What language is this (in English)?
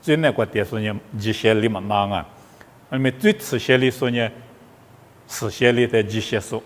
Lisu